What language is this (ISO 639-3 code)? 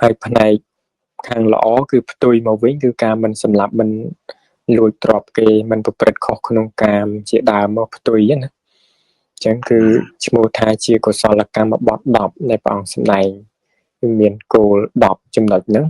khm